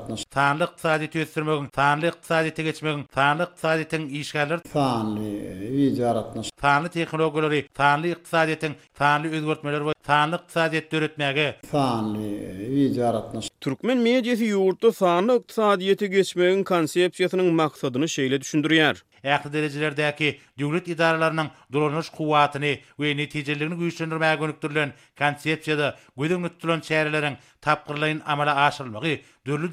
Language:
Turkmen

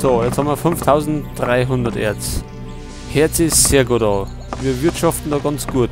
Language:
Bavarian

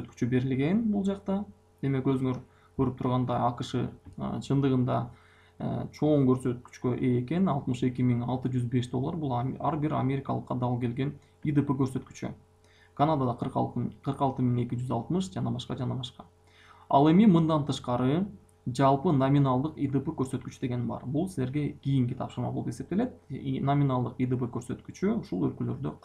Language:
Kyrgyz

